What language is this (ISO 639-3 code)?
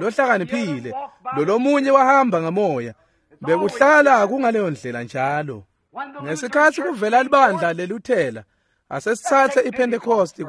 ssw